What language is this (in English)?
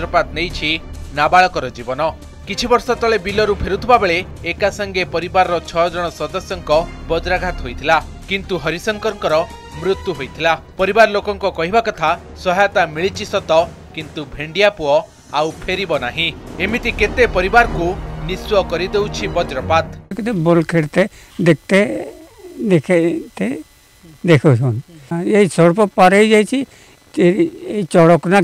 Odia